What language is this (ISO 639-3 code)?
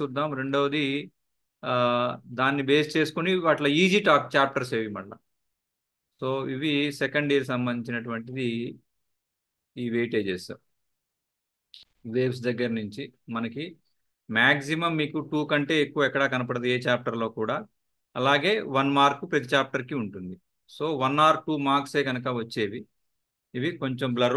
tel